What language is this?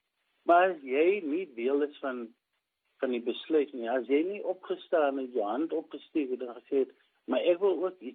Afrikaans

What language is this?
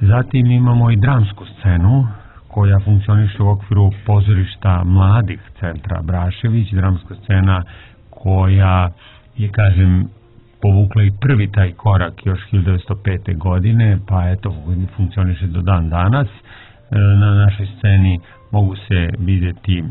Serbian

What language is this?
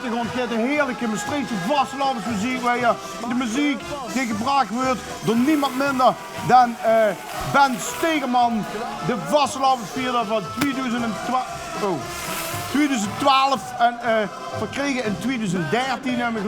Limburgish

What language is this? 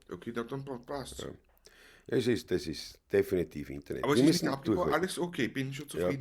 Bavarian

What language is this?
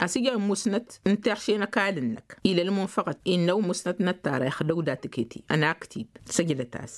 Tamasheq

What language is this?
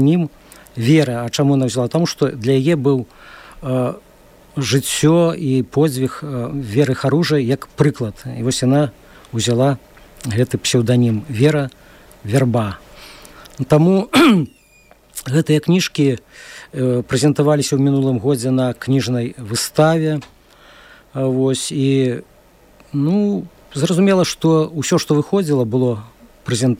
Belarusian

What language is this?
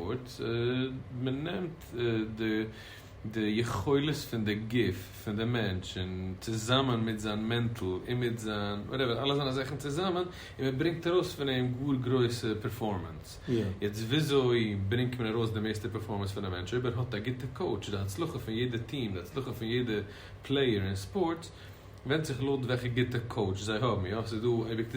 Yiddish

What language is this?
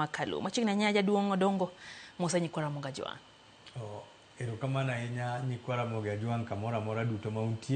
Luo (Kenya and Tanzania)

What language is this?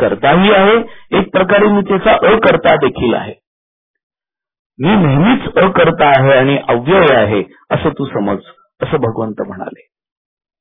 Marathi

